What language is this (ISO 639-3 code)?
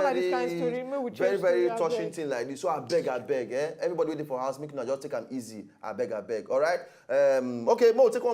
pcm